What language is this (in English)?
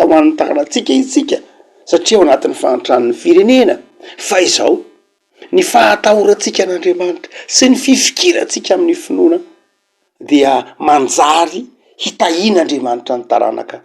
Malagasy